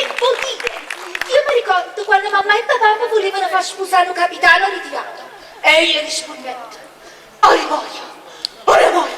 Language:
Neapolitan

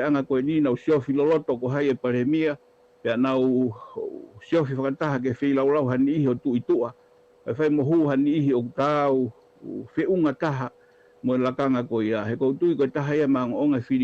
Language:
Tongan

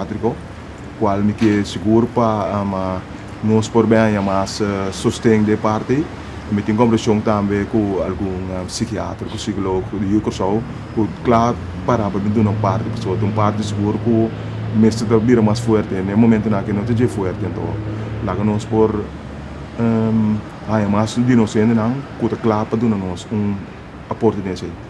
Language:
Papiamento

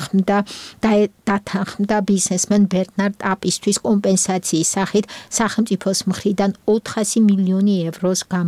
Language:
Georgian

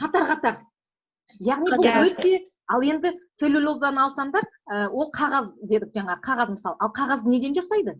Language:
Kazakh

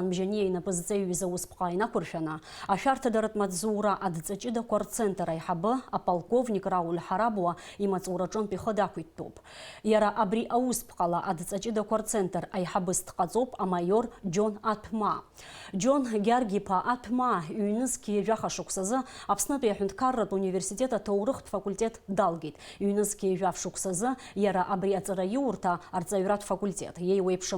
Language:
Abkhazian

